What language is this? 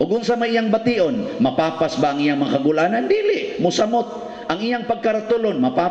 Cebuano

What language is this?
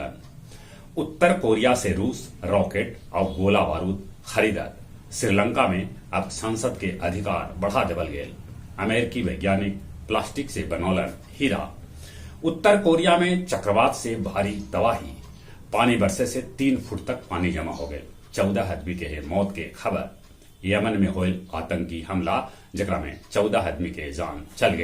Magahi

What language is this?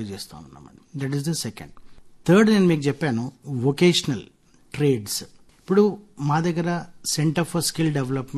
Telugu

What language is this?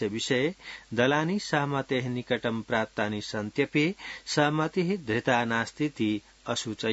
Sanskrit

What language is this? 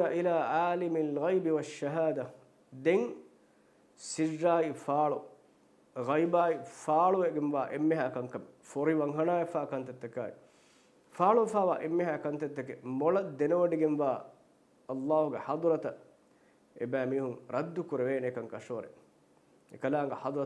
Divehi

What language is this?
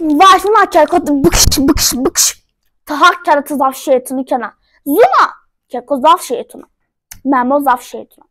Zaza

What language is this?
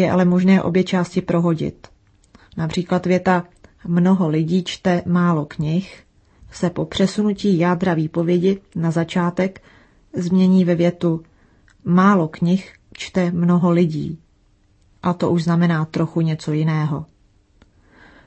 Czech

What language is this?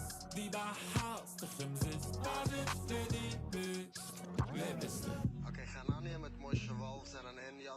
Yiddish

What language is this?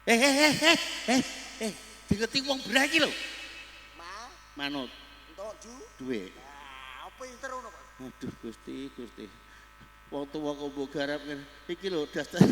Javanese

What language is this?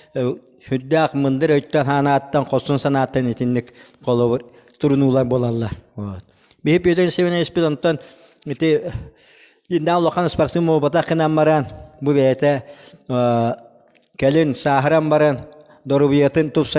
Yakut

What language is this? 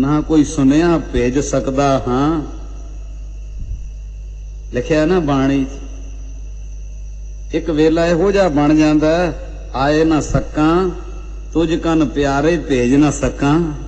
Punjabi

